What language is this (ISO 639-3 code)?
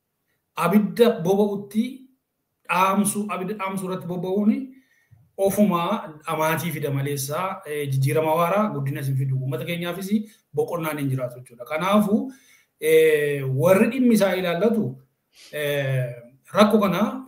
orm